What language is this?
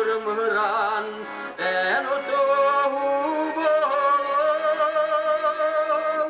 Yakut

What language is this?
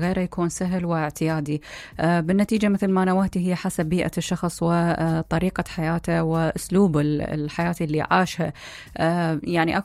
Mesopotamian Arabic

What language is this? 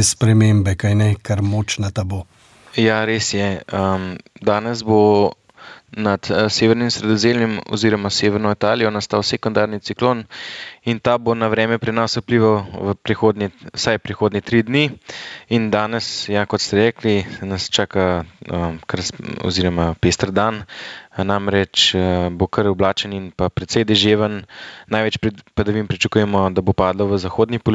Slovenian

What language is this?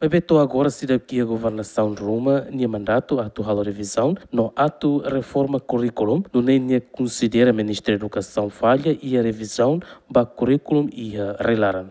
Tetum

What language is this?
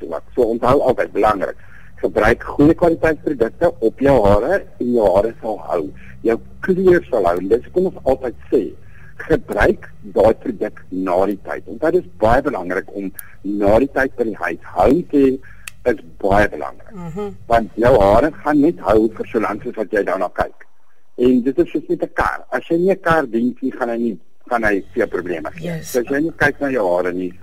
Afrikaans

